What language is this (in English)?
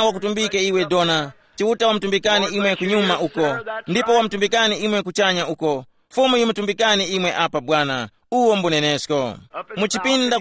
Tumbuka